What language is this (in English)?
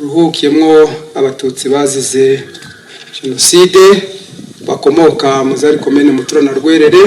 Kinyarwanda